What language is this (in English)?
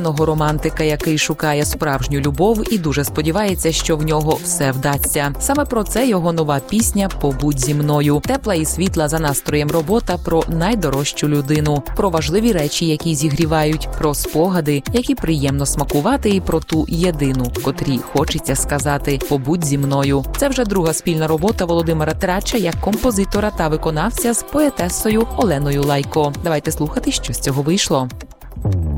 Ukrainian